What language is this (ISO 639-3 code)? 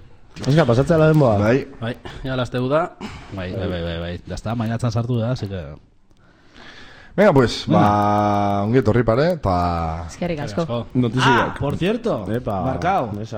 eus